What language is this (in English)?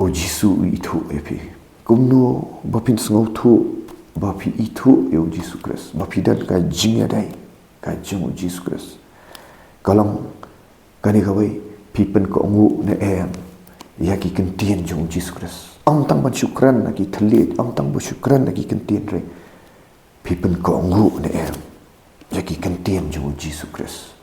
Khasi